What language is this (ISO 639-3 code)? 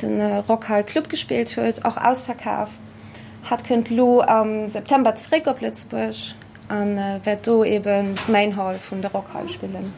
ltz